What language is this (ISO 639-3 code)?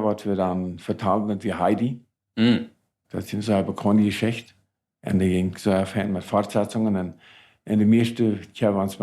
pdt